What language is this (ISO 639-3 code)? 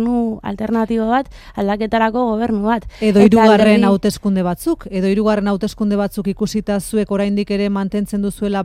eus